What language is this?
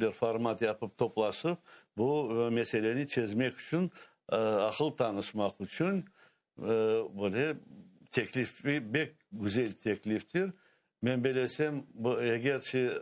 Crimean Tatar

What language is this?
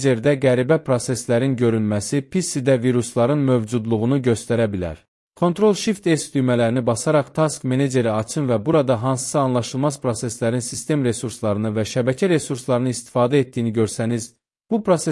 Azerbaijani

